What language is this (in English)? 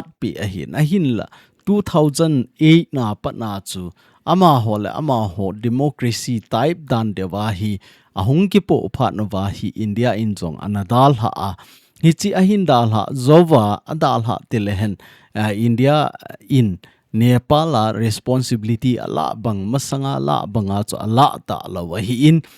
Thado Chin